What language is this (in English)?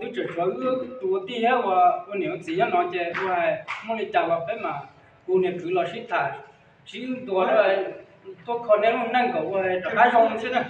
Hmong